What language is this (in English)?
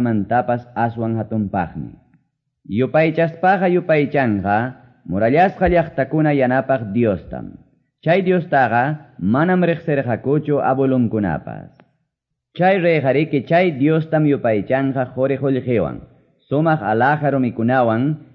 Quechua